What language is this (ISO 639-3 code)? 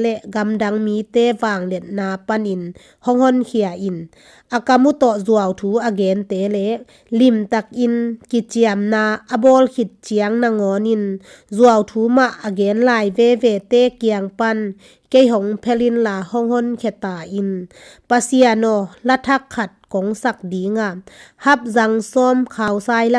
ctd